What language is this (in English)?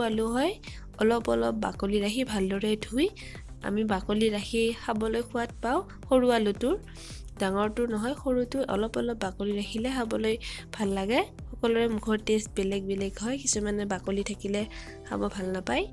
Assamese